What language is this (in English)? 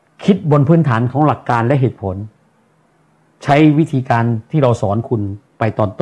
Thai